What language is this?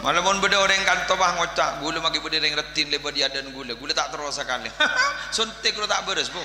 Madurese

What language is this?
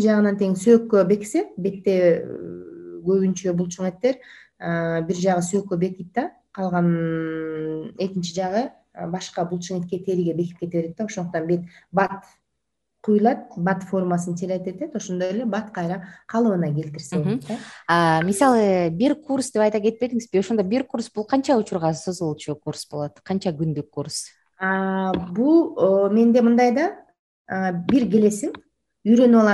Kyrgyz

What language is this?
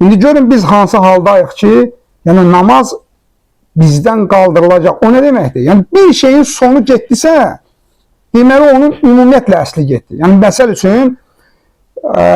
Azerbaijani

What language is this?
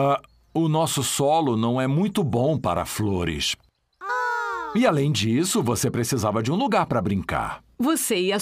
Portuguese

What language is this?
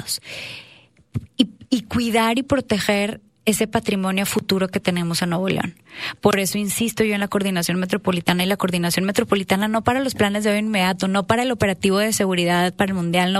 Spanish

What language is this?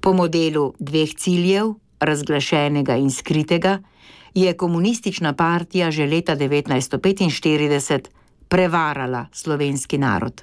Slovenian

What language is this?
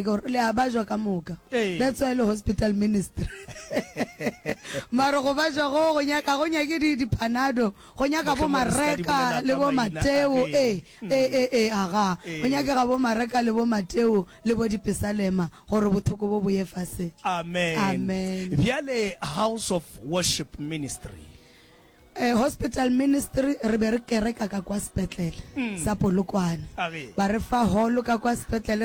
Northern Sotho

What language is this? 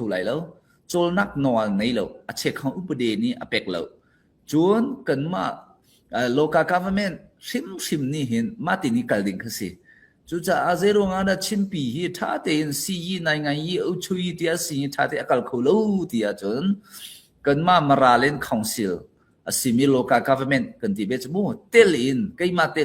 Hakha Chin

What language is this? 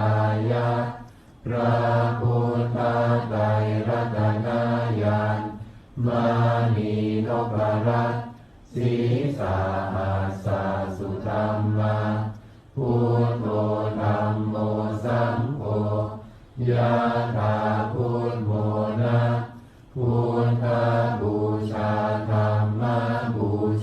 Pali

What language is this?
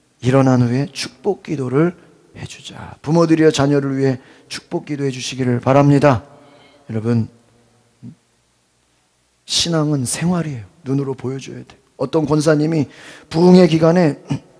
Korean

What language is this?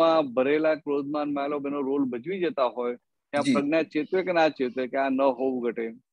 Gujarati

